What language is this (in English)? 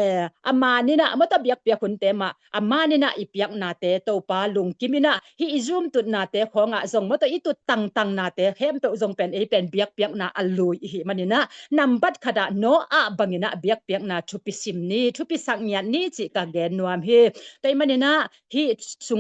Tedim Chin